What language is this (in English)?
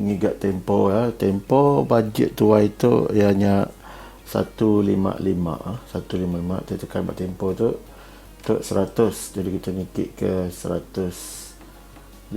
Iban